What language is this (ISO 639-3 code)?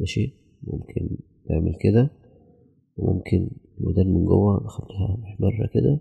arz